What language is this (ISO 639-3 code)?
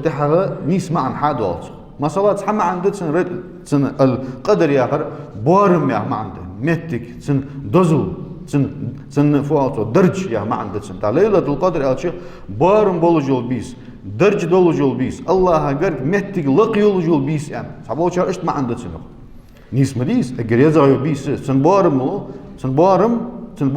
inh